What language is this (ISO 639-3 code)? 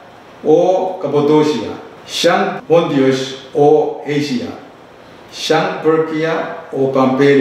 pon